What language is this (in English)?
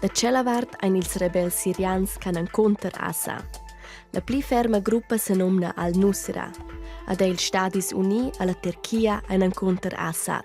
Romansh